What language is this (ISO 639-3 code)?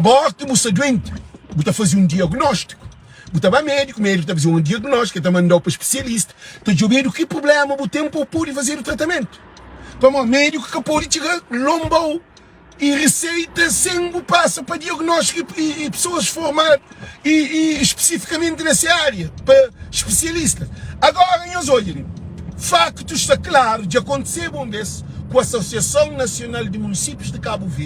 kea